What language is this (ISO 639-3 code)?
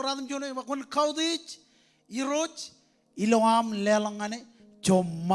mah